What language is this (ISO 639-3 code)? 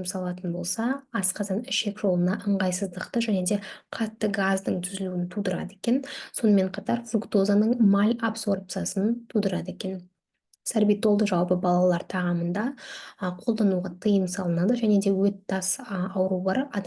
kaz